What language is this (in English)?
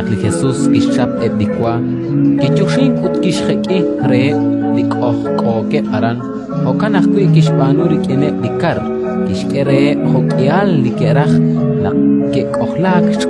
Kekchí